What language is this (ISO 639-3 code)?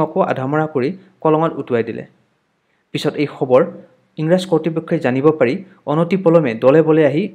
asm